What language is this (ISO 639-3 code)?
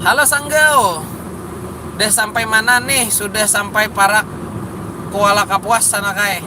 bjn